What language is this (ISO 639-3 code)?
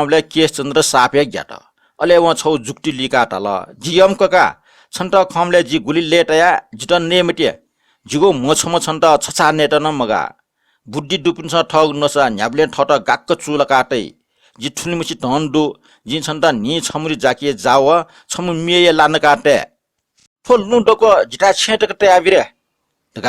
new